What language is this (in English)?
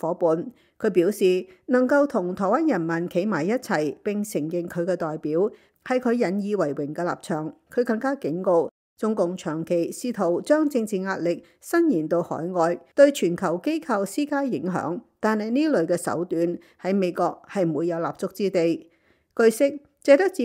Cantonese